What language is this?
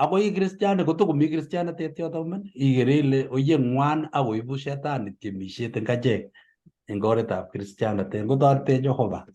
Kalenjin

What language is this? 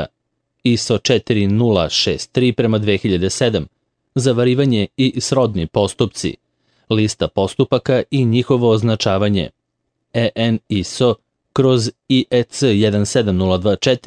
Serbian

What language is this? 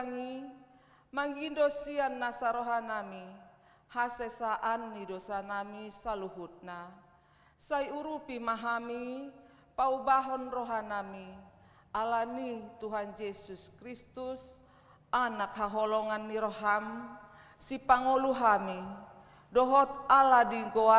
Batak Toba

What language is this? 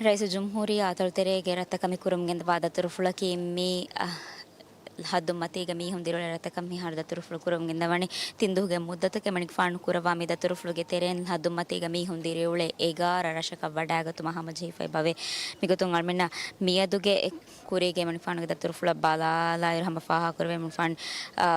Divehi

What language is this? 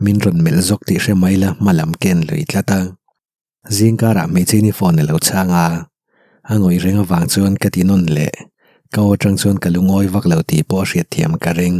Mizo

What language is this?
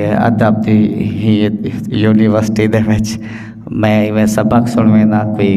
Saraiki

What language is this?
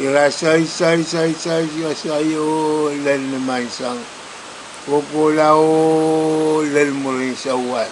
Pohnpeian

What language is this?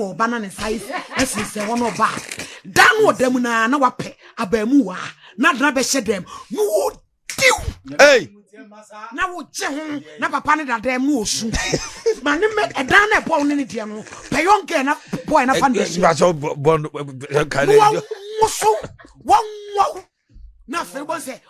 Akan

